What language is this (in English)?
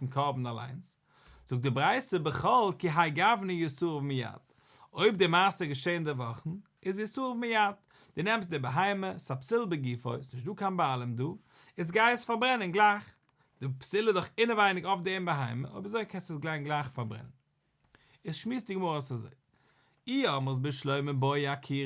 Yiddish